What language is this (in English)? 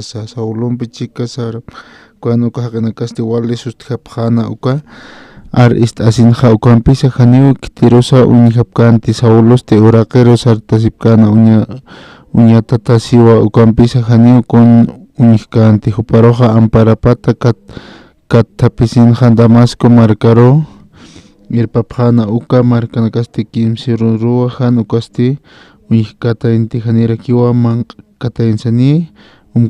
Aymara